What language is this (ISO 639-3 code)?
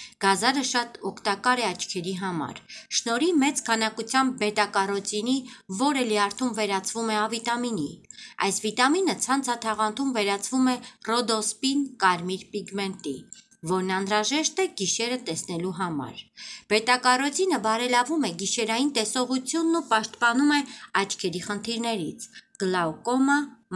hye